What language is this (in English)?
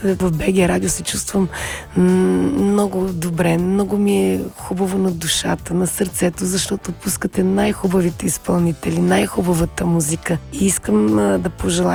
Bulgarian